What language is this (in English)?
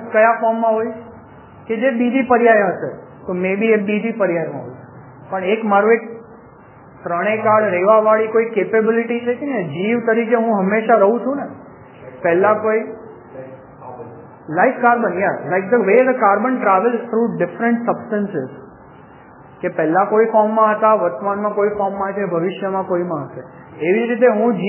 Gujarati